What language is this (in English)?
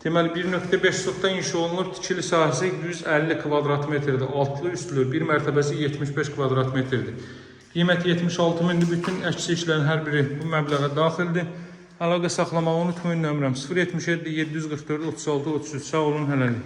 Azerbaijani